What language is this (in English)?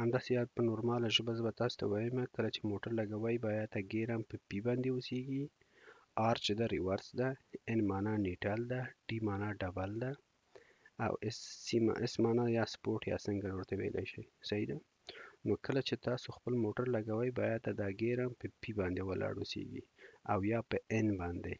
Pashto